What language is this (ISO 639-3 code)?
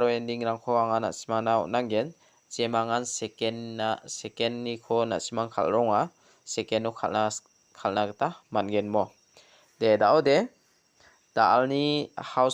grt